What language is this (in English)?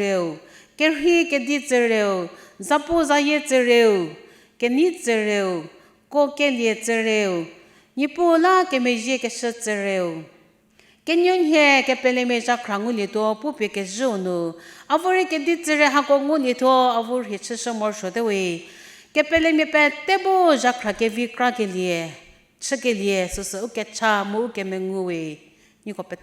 Angami Naga